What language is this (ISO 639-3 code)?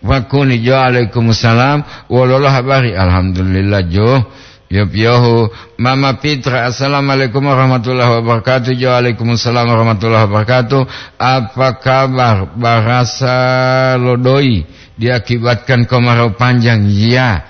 gor